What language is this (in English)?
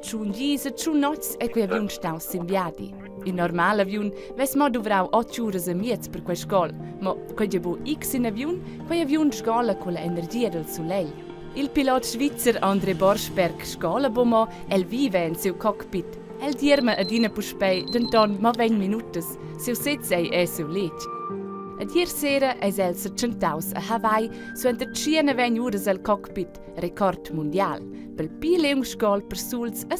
Romansh